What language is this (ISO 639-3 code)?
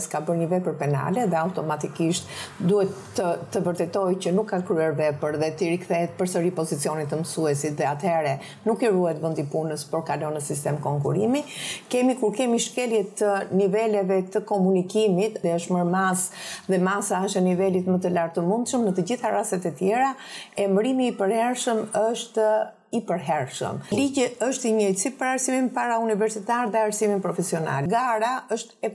sqi